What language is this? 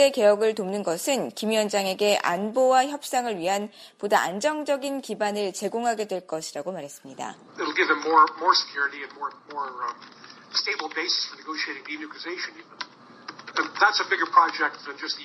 Korean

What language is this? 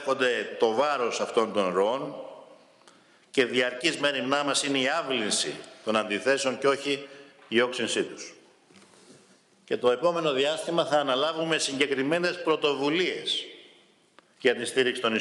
Greek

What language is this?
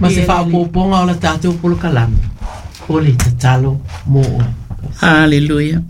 Samoan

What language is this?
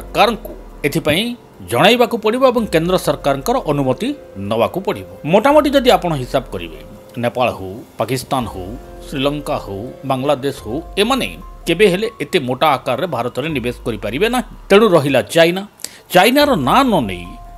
Odia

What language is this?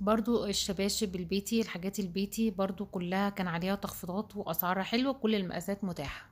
Egyptian Arabic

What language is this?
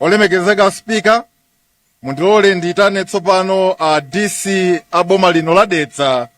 Nyanja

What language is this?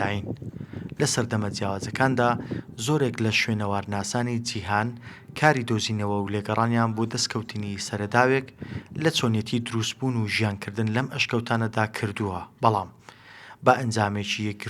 Central Kurdish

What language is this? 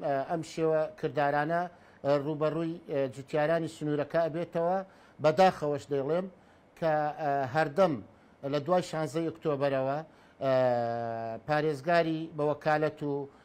Central Kurdish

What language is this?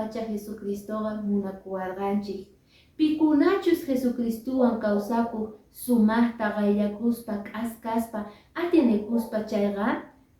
Quechua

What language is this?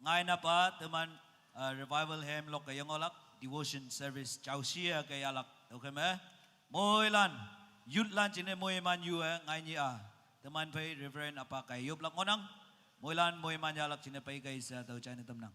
Naga Pidgin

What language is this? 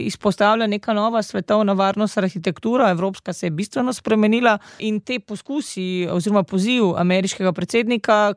Slovenian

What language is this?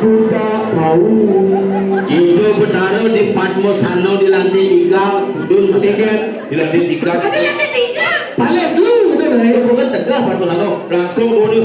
Balinese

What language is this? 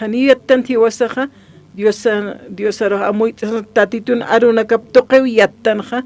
Aymara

